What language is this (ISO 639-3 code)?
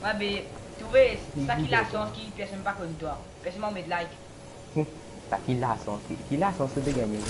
mfe